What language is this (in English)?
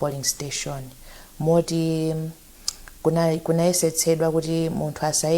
Nyanja